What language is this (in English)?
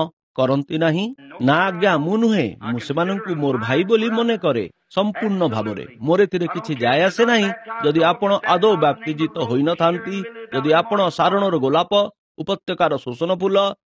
Odia